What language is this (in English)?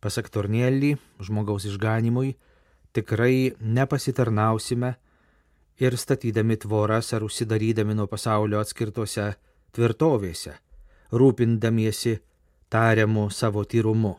Lithuanian